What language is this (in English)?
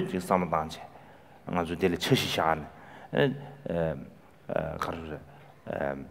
Chinese